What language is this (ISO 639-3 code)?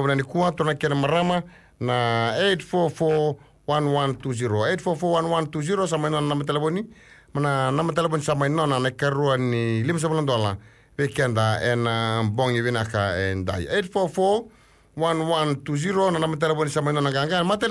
fij